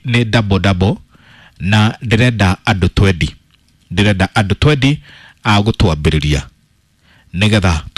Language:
Kikuyu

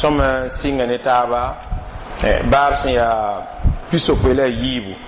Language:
Mossi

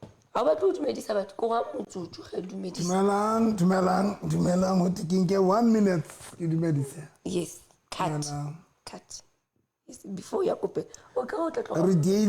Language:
Southern Sotho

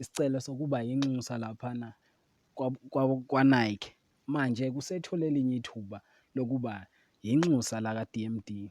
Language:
Zulu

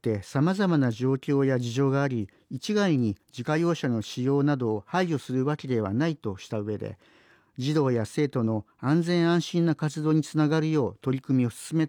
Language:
Japanese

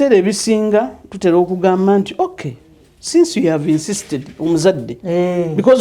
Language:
Ganda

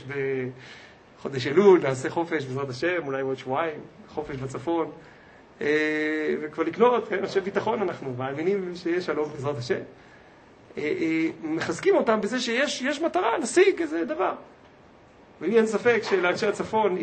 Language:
Hebrew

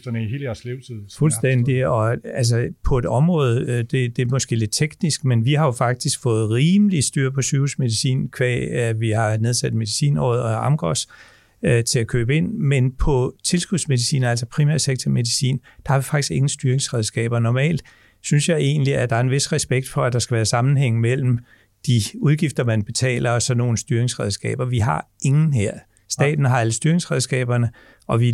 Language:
Danish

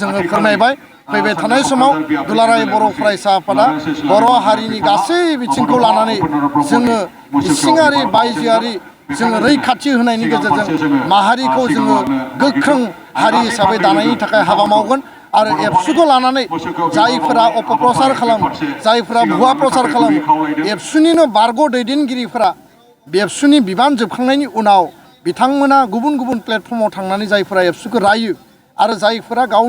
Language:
Bodo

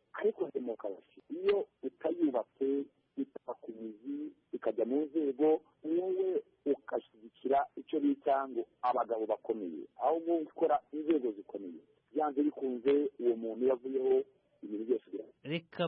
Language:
Kinyarwanda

